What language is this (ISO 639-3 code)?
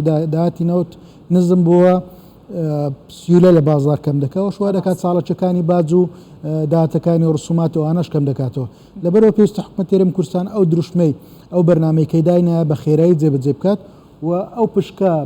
ckb